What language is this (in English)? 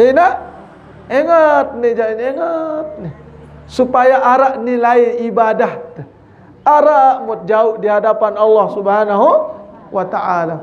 Sasak